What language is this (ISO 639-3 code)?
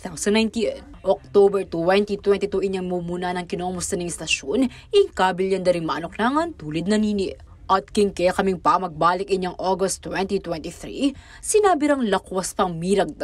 pam